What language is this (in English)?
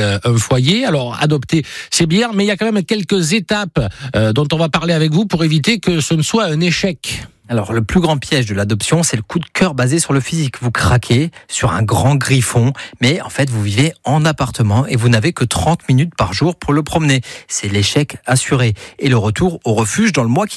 French